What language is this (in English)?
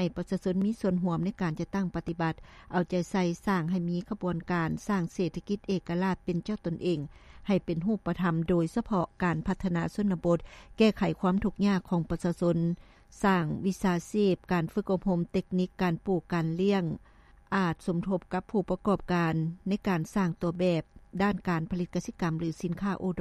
Lao